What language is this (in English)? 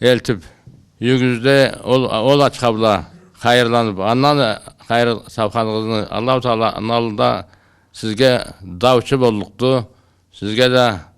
Karachay-Balkar